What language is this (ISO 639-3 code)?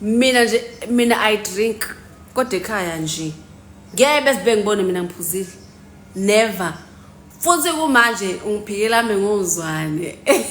zul